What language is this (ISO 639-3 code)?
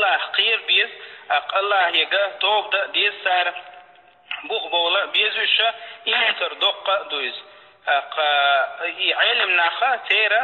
che